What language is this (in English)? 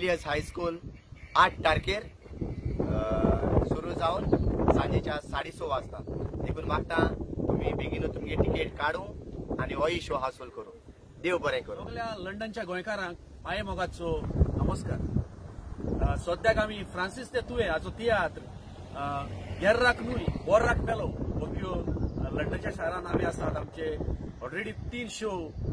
Konkani